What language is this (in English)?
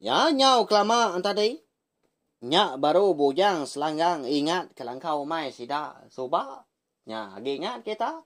Iban